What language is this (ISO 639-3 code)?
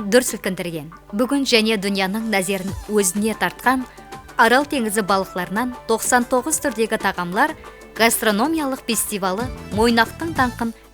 kaa